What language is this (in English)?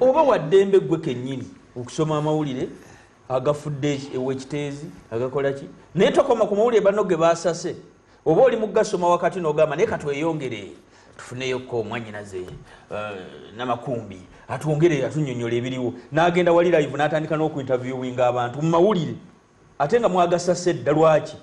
Ganda